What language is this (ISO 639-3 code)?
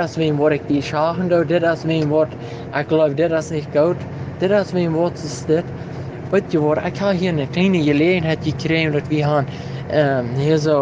pdt